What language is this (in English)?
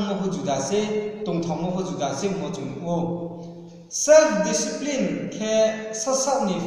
Riang (India)